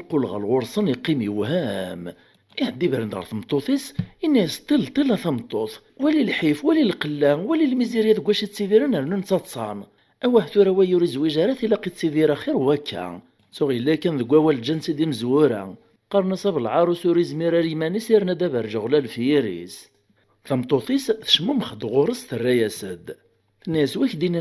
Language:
Kabyle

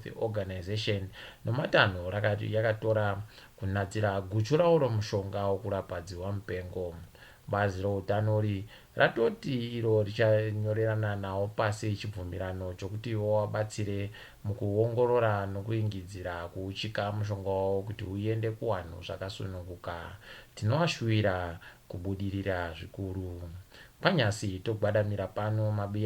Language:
Ndau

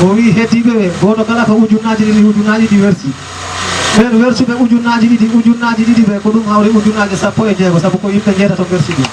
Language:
Fula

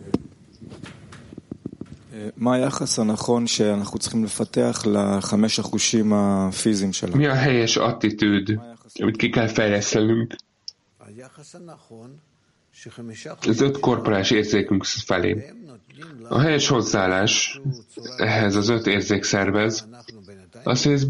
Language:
Hungarian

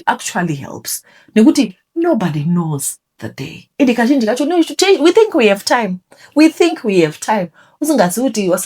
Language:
Shona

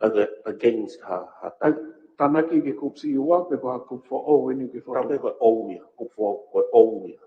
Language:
Tongan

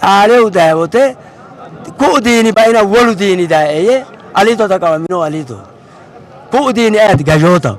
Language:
Sidamo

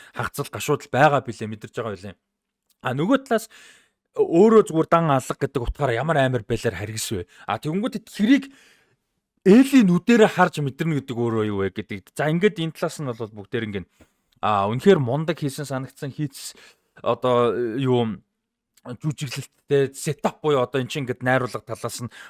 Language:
Mongolian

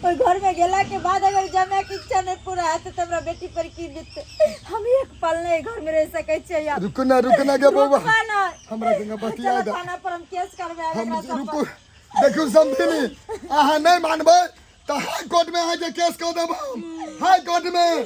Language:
Maithili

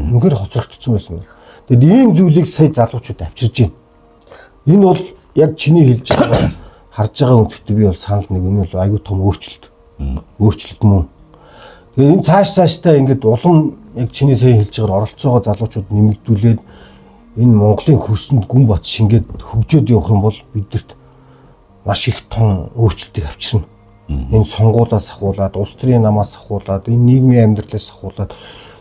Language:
Mongolian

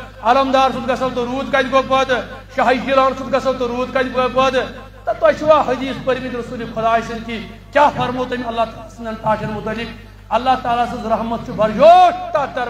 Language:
Kashmiri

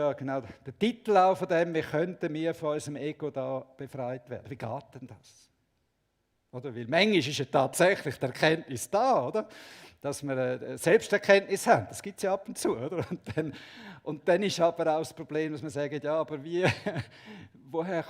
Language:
Swiss German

